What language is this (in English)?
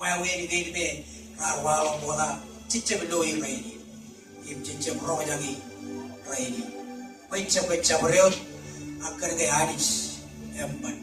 Marshallese